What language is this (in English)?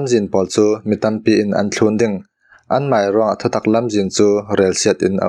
Falam Chin